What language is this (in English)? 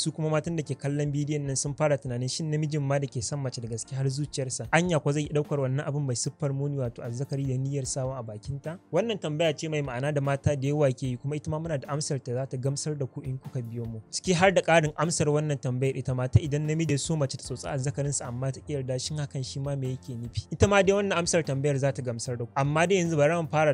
Hausa